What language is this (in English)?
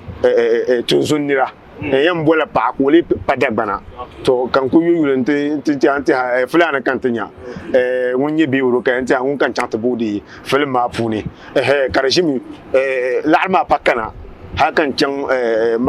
Dagbani